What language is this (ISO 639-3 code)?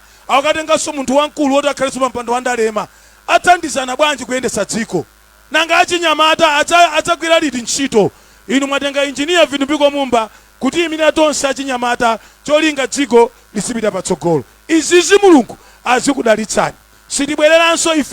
nya